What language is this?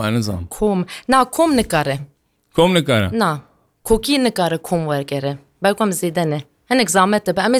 Kurdish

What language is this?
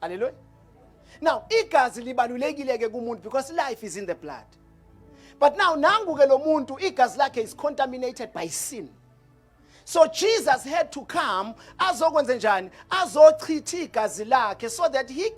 Zulu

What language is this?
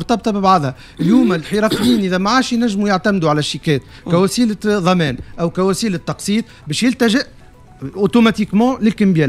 Tunisian Arabic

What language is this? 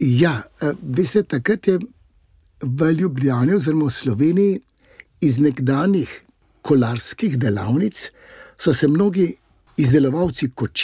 Slovenian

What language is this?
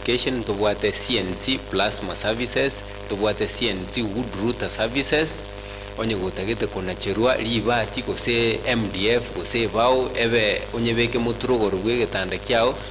Gusii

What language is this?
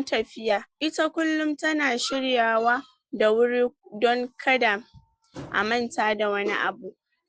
Hausa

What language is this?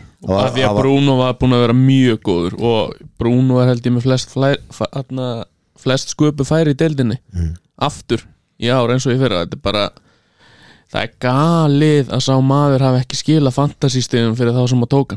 Icelandic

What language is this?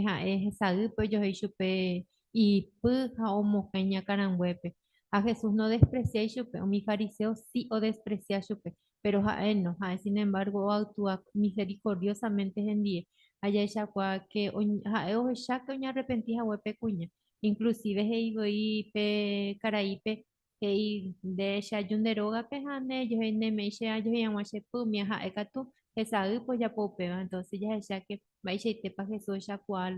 Guarani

